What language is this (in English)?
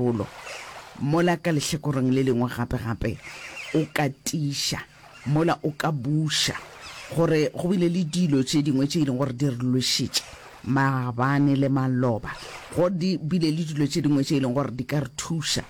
Northern Sotho